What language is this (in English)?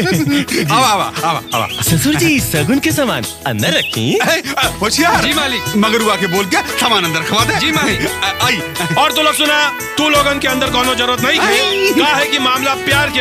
Bhojpuri